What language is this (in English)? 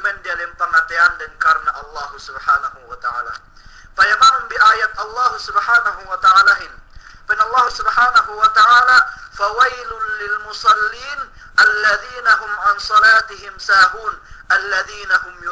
Yakan